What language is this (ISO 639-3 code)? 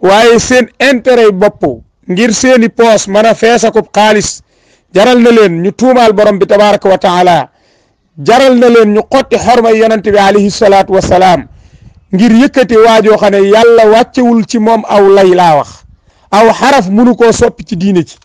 wol